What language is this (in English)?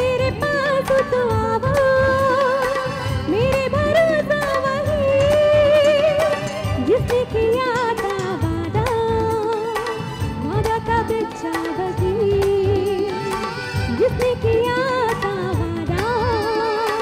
Malayalam